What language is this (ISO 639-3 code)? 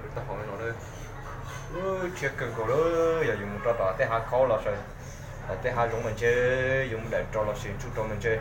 hmn